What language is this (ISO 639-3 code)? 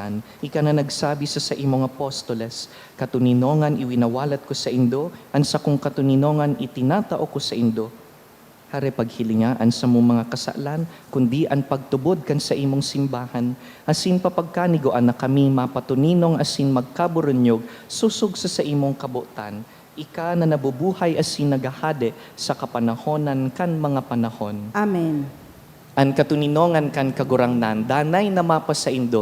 bik